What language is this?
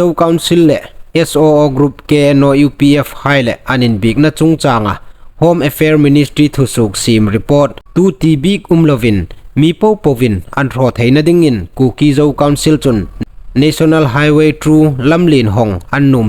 Hmar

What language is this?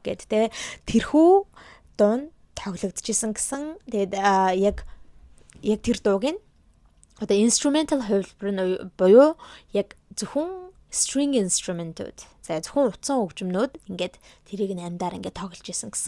Mongolian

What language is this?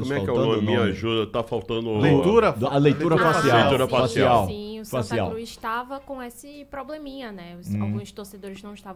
Portuguese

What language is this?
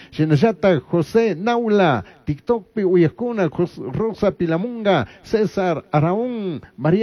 Chimborazo Highland Quichua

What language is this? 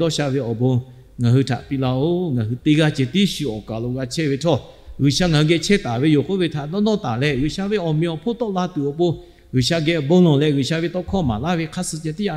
Lahu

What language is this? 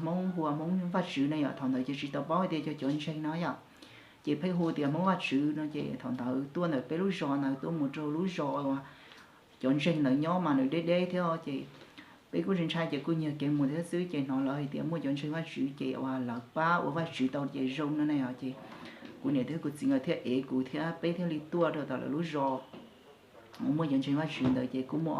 Hmong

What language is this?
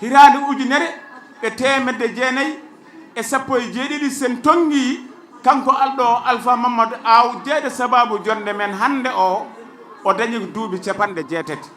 Fula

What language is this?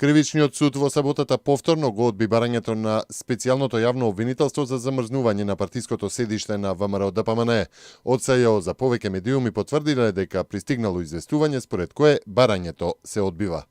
Macedonian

